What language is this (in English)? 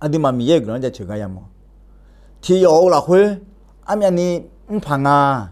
Akha